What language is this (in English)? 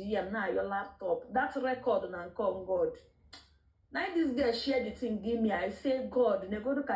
Igbo